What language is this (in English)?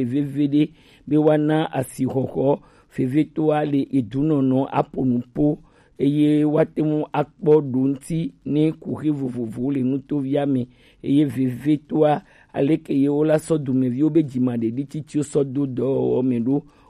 Gen